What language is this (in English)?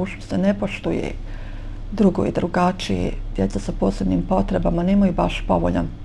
Bosnian